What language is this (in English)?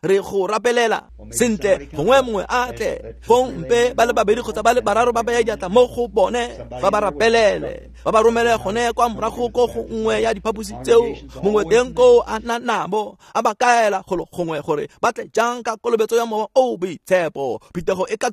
Tswana